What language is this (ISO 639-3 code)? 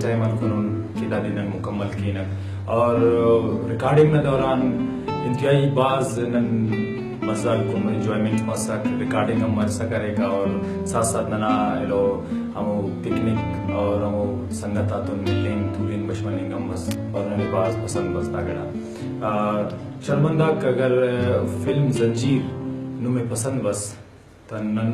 brh